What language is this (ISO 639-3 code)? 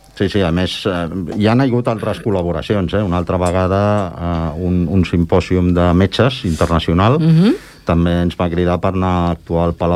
cat